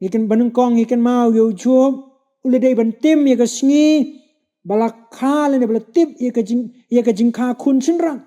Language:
Khasi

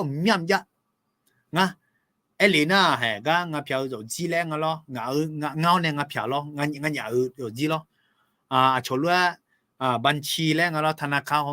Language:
Akha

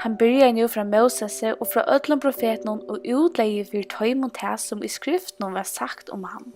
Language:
Faroese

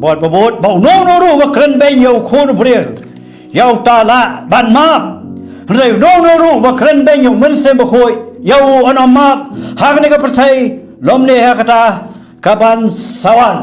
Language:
Khasi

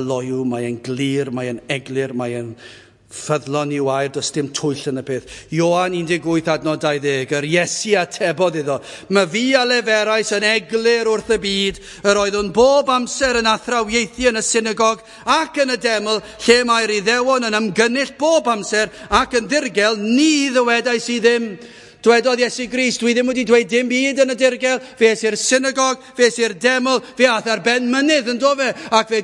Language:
Welsh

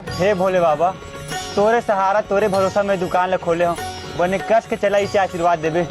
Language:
Chhattisgarhi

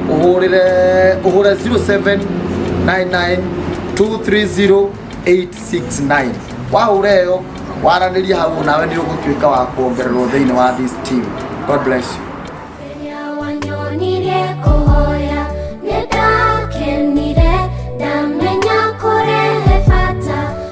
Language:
Kikuyu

